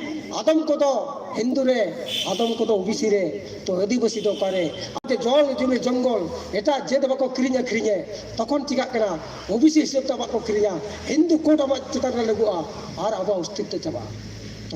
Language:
Santali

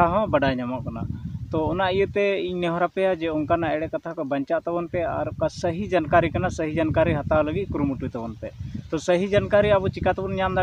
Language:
Santali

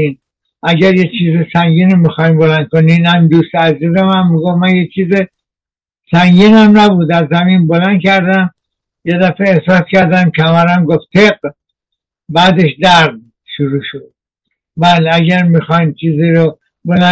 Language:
Persian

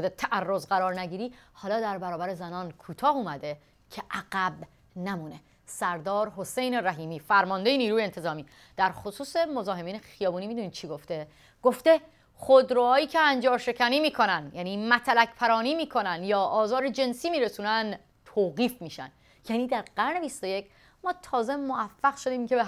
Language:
Persian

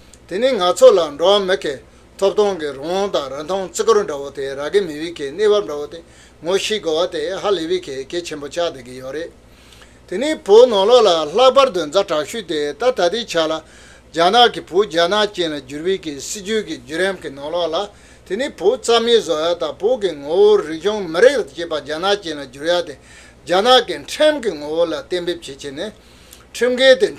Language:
Tibetan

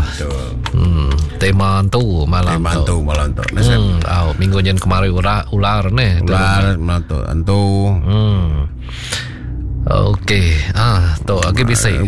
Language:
Iban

